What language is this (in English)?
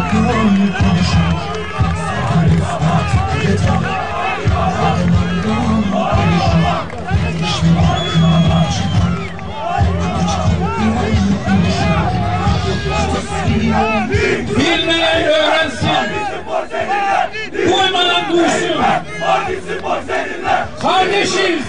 Turkish